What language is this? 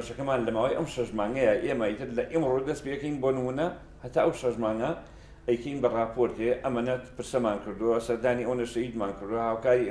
Central Kurdish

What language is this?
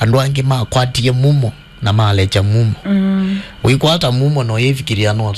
Kamba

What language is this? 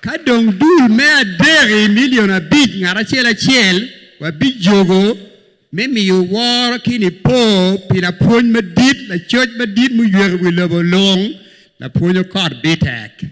Acoli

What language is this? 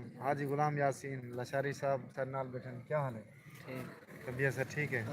Saraiki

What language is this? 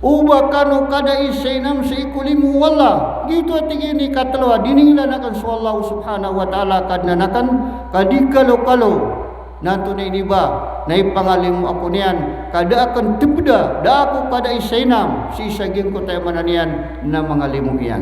Maranao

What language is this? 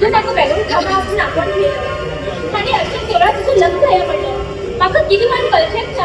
Konkani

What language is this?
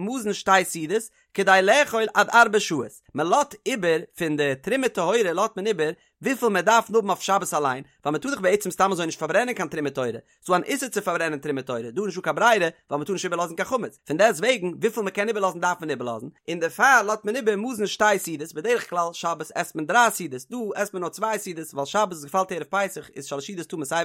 Yiddish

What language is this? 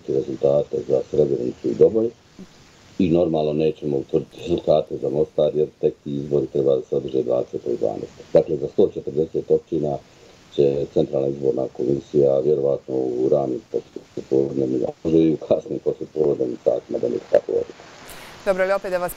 Bosnian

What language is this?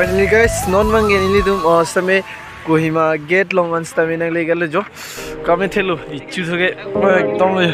Karbi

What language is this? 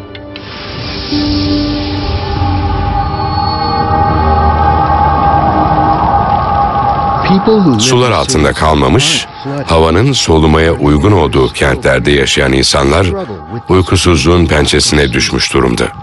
Turkish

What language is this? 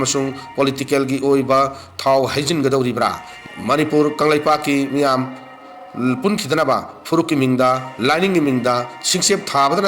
Manipuri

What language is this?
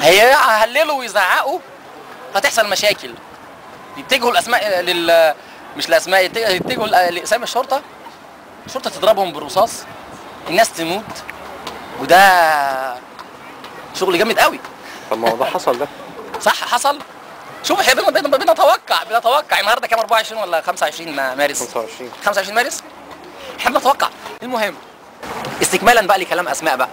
Egyptian Arabic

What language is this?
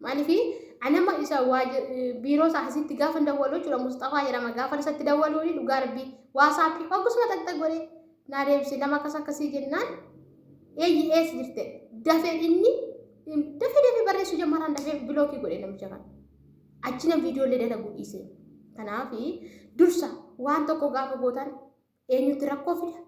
Oromo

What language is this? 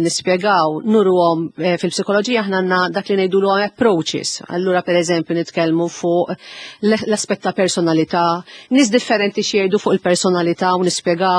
Maltese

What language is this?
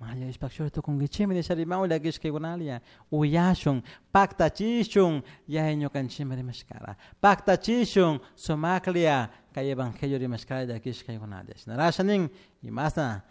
Chimborazo Highland Quichua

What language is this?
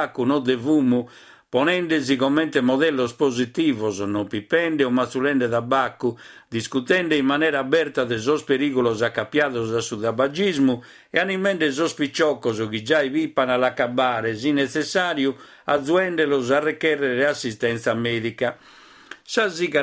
Sardinian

